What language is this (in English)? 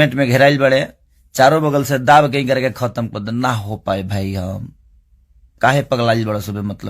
Bhojpuri